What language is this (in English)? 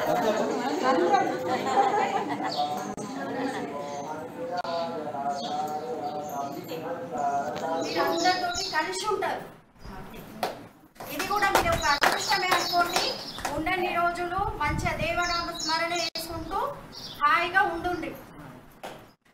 Telugu